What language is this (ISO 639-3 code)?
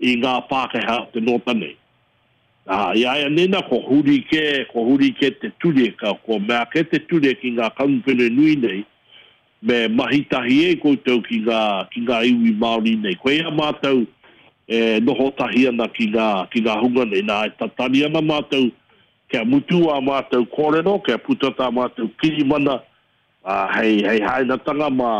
mri